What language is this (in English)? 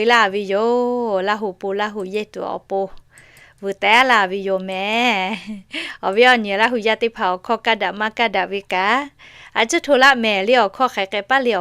Lahu